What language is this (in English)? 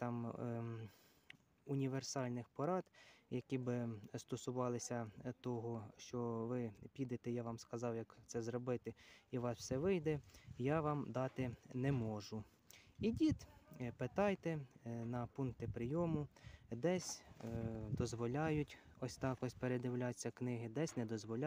Ukrainian